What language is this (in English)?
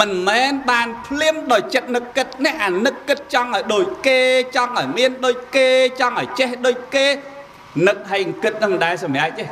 Khmer